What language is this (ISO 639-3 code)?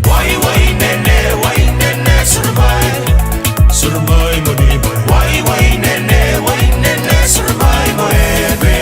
fij